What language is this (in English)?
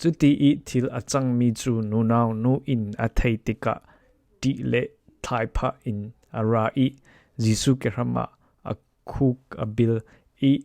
Falam Chin